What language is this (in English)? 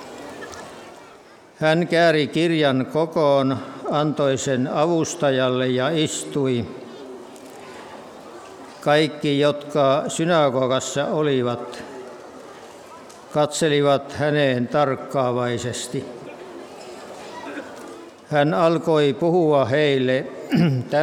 Finnish